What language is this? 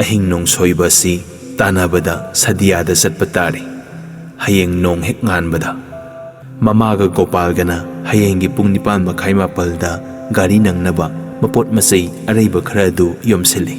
Manipuri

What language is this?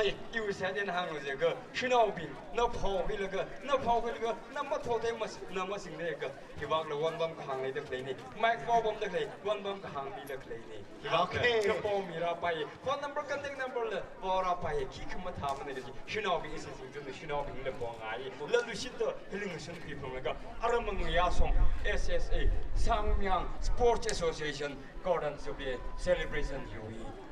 Tangkhul Naga (India)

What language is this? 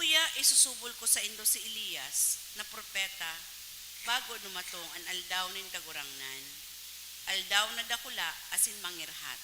Bikol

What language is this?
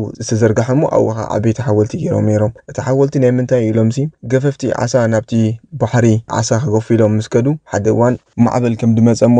Tigrinya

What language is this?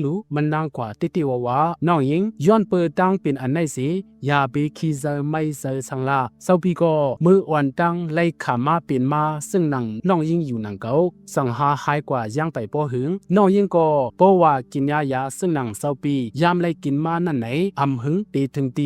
Shan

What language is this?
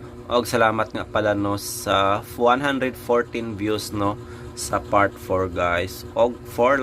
Cebuano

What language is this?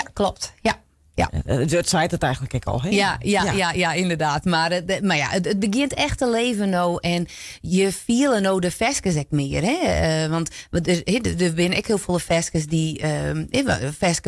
Western Frisian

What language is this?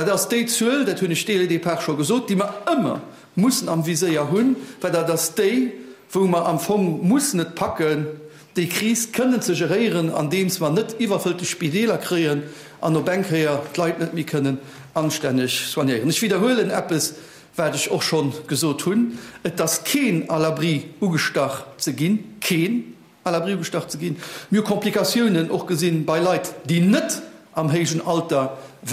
Luxembourgish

